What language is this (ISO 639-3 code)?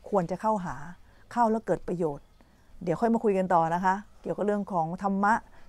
tha